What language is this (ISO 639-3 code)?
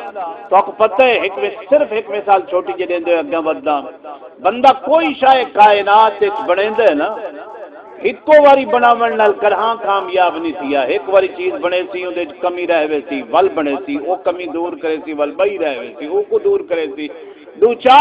skr